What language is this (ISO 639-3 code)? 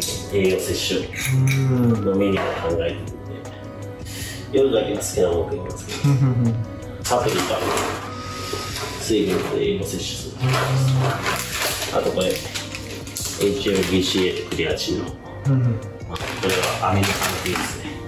jpn